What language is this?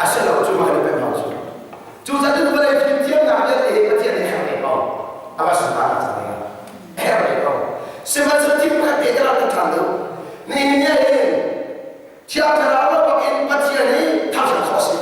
Hakha Chin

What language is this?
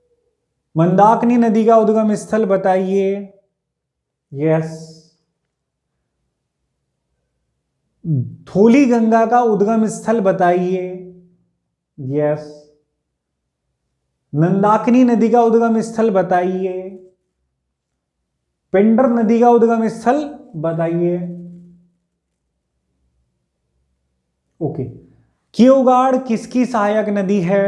Hindi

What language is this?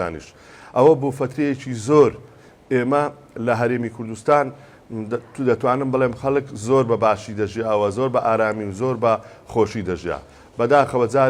Central Kurdish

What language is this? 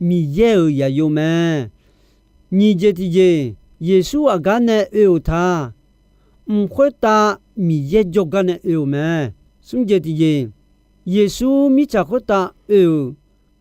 Akha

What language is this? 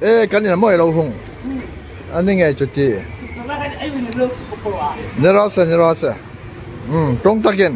Hmar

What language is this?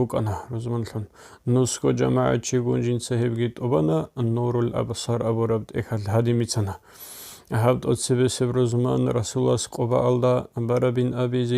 Avaric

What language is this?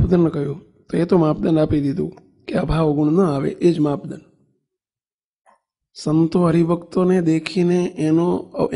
Gujarati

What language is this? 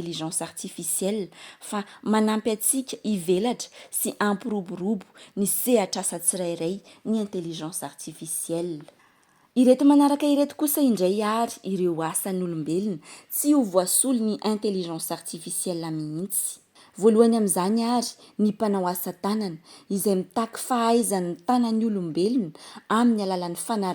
Malagasy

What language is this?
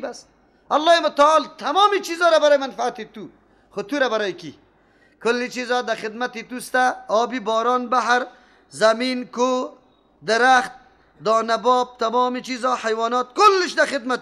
Persian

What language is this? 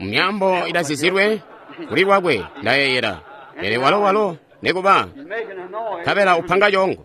Tonga (Zambia)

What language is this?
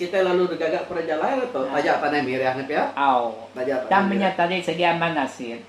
Iban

